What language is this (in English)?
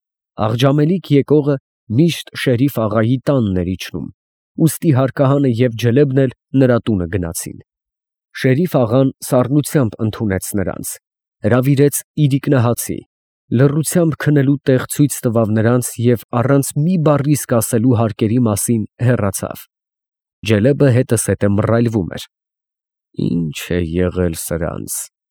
Armenian